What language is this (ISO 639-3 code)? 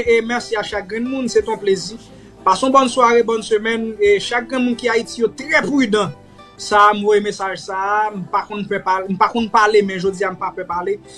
hat